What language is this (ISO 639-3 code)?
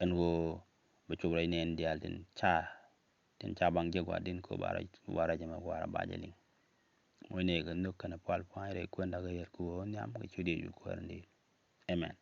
nus